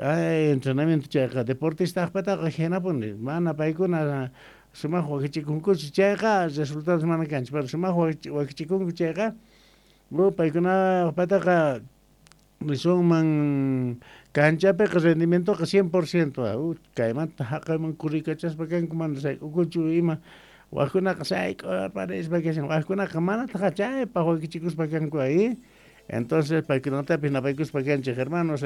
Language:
South Bolivian Quechua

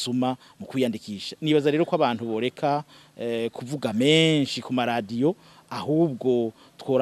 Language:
Rundi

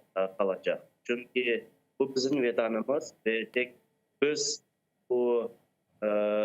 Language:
Crimean Tatar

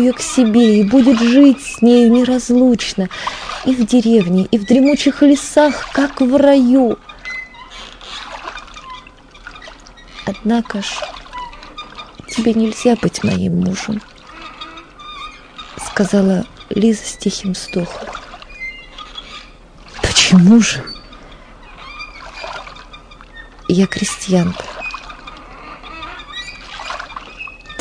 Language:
Russian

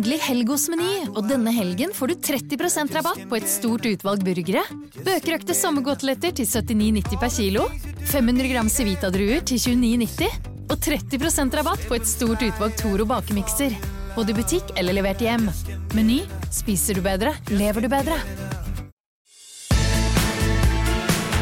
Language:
Norwegian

